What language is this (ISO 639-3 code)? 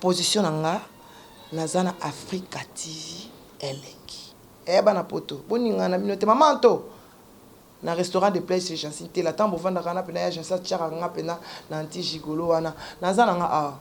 lin